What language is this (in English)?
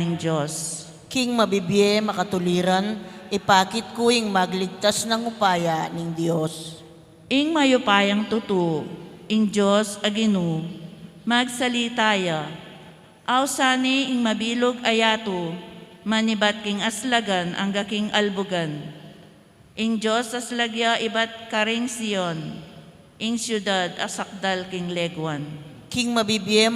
Pampanga